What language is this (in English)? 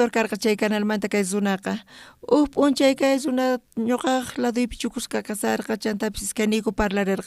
South Bolivian Quechua